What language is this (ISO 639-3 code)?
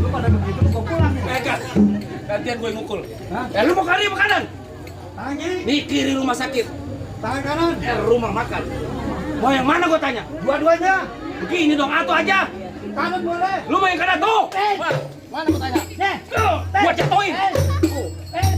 bew